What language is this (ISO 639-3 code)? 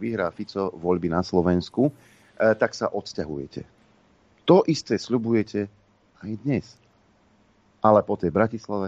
slk